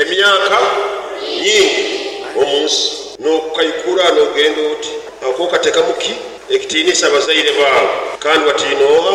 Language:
Nyoro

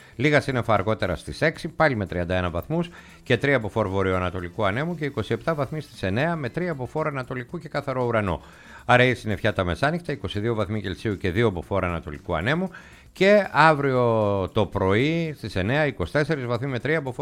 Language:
Greek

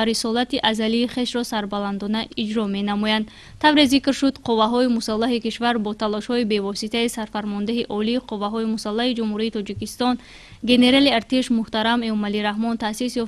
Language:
Tajik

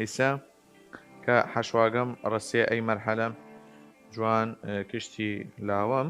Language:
Southern Kurdish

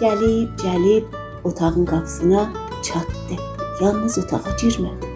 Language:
South Azerbaijani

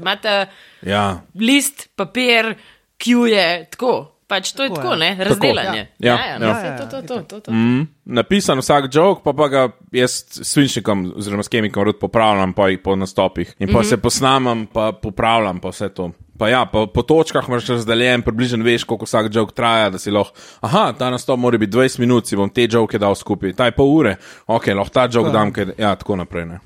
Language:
Slovenian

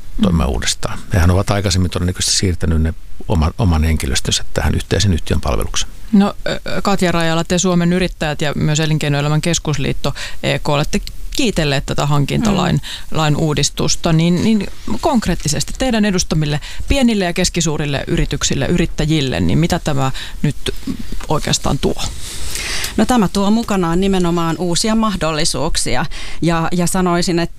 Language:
Finnish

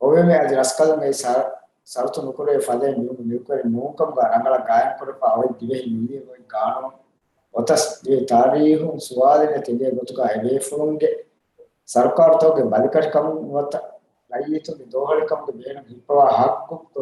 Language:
Divehi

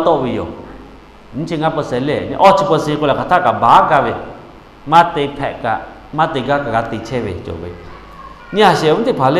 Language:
Lahu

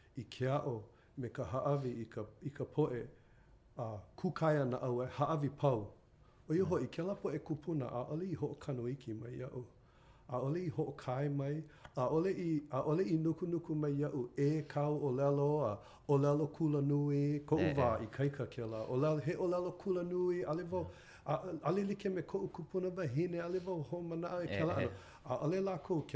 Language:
Hawaiian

